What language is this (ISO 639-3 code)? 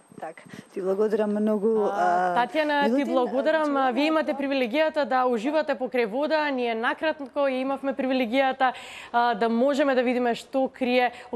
mkd